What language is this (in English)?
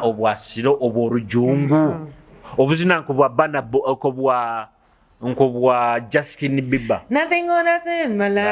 Nyoro